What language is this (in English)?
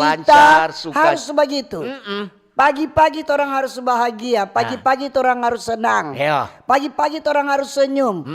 Manado Malay